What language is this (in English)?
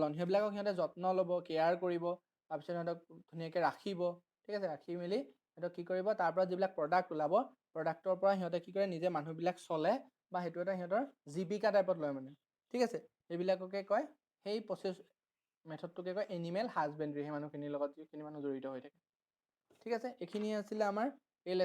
Assamese